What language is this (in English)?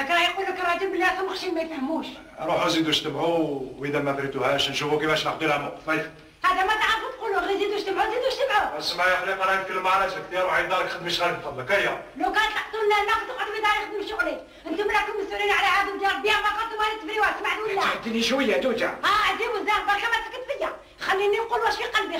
Algerian Arabic